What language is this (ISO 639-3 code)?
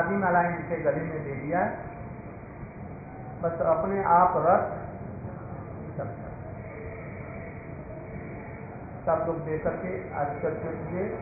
hin